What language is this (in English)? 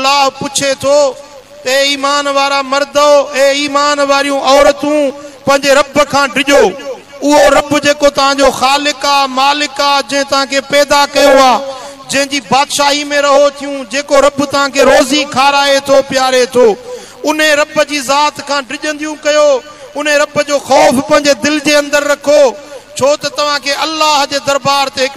Sindhi